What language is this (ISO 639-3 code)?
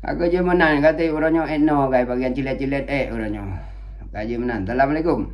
ace